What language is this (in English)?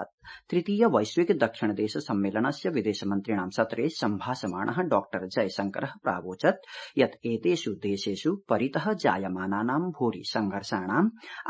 Sanskrit